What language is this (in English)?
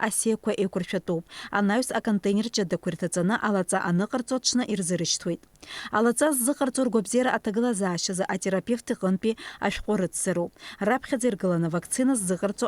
Abkhazian